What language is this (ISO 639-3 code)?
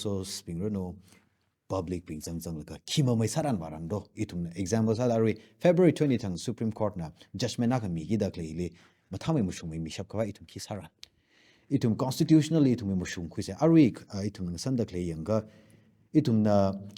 nmf